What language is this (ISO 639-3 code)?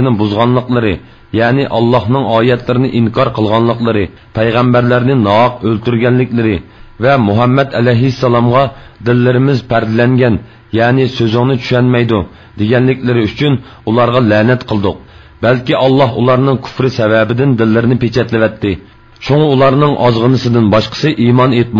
uig